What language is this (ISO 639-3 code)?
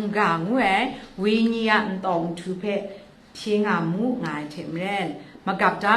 kac